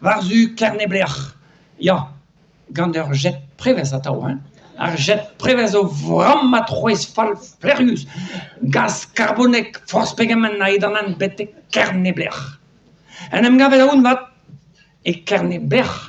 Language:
Breton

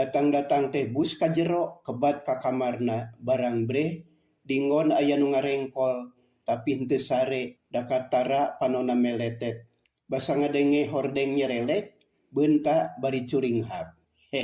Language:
Sundanese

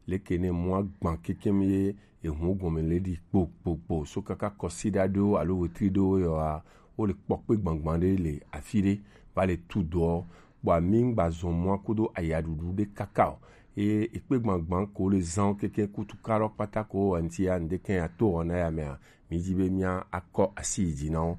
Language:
Gen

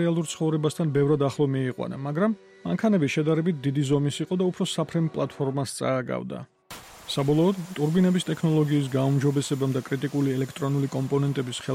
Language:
Georgian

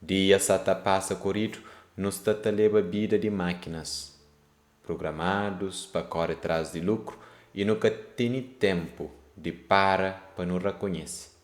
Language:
Kabuverdianu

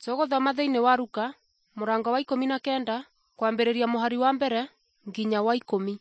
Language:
Kikuyu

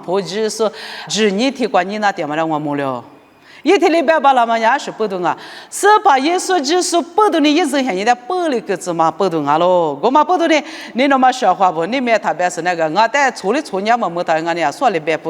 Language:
Lisu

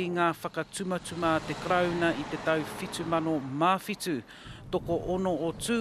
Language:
Māori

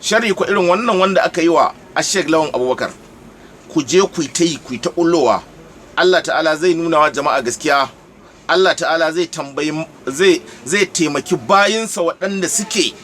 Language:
Hausa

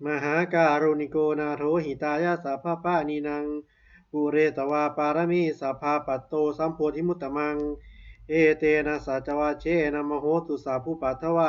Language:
Pali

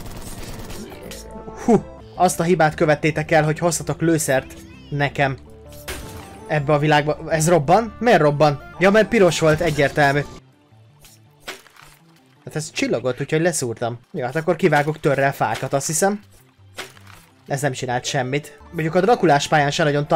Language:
Hungarian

